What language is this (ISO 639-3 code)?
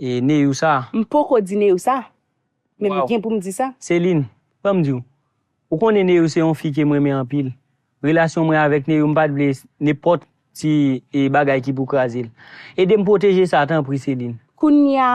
hat